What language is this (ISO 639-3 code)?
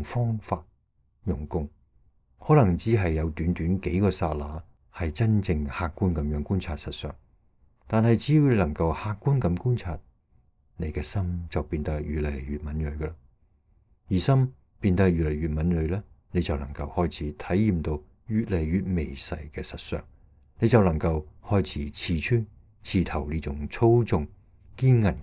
yue